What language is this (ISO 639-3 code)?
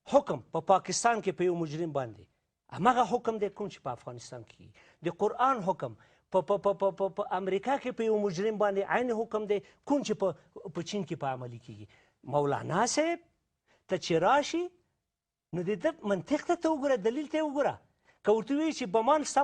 pus